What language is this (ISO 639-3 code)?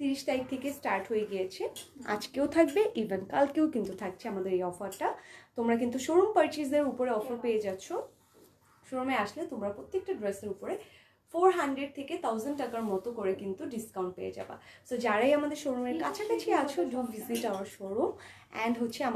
ben